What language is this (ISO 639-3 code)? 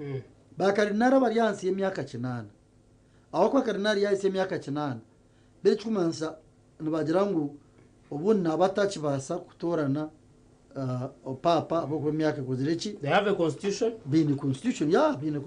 nyn